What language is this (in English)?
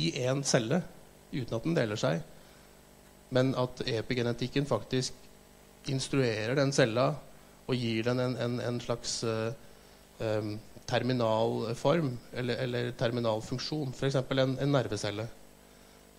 Norwegian